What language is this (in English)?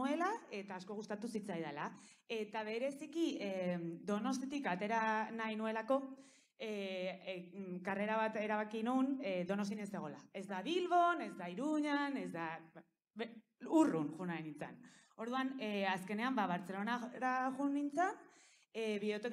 Basque